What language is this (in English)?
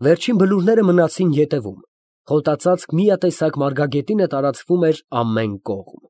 Armenian